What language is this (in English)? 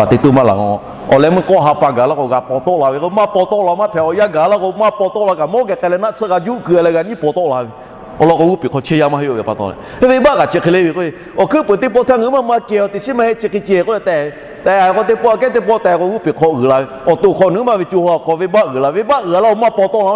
Lahu